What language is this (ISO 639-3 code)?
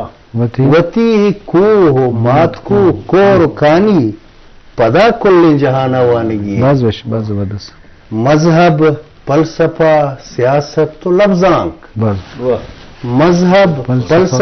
bal